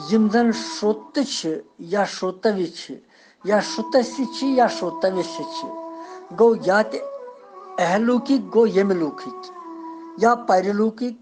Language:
Kashmiri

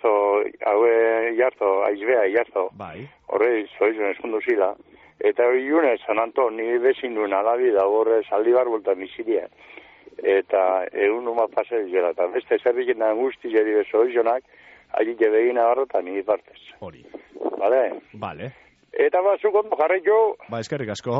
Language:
Basque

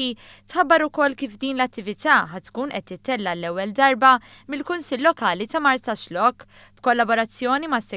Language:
Maltese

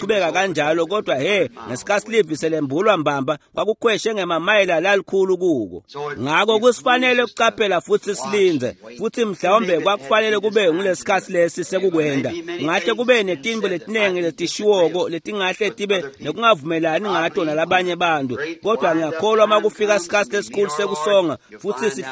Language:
Swati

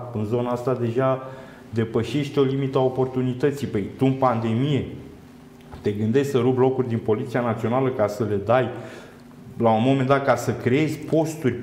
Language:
Romanian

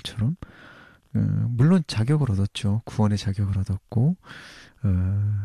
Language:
Korean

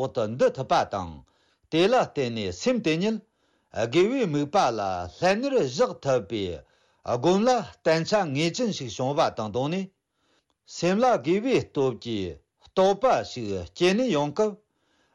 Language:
Tibetan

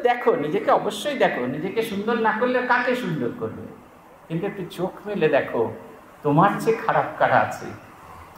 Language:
Bangla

